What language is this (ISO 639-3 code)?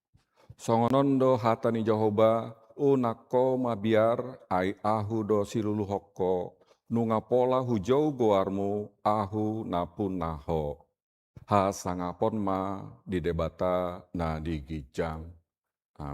bbc